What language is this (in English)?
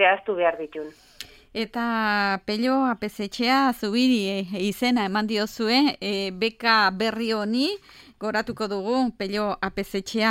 Basque